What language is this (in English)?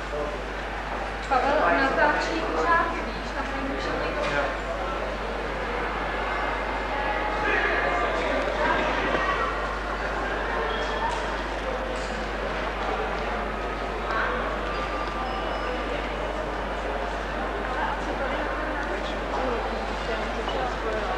Czech